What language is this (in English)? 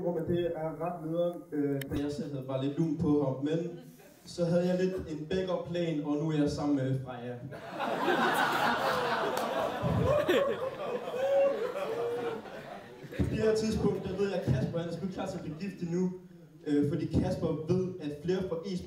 Danish